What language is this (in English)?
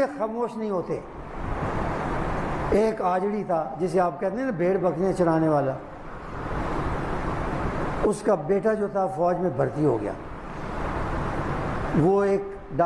Urdu